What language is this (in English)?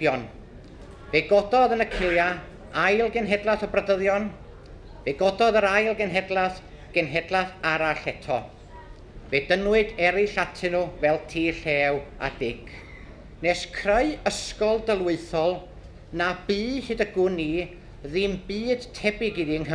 Welsh